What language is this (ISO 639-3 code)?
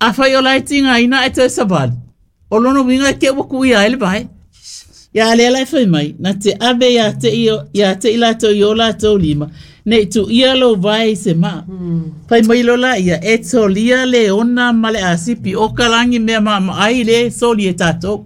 smo